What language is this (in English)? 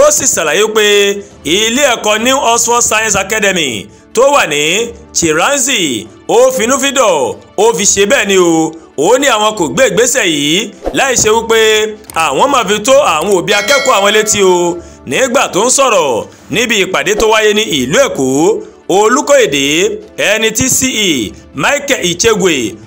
Yoruba